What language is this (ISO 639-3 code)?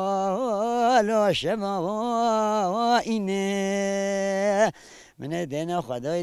kur